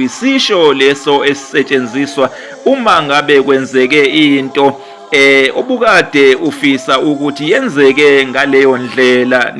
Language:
Zulu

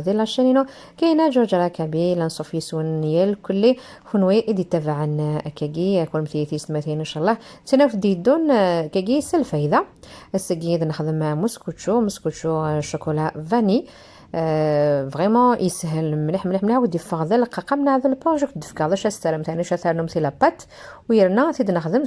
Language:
Kabyle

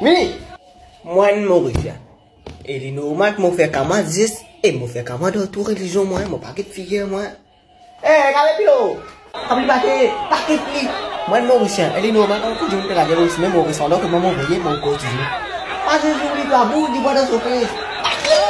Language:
Morisyen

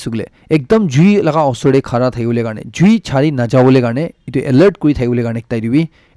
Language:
Naga Pidgin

